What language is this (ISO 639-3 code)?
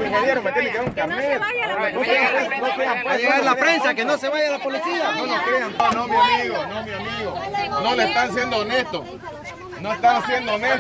spa